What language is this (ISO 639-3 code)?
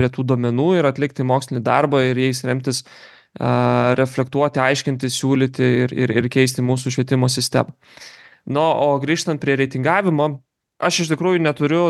lit